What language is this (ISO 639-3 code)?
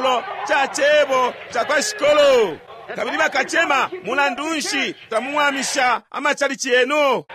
bem